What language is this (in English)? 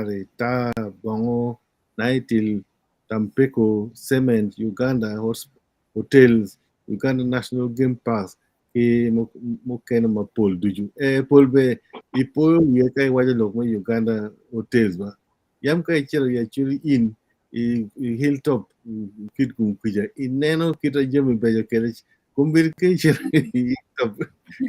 Acoli